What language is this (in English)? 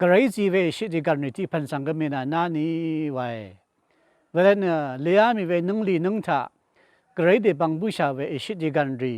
Rawang